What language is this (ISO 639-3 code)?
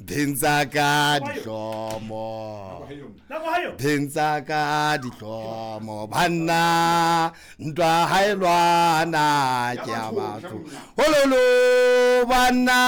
sot